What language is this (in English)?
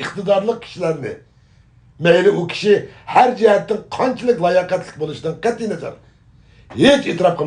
Uyghur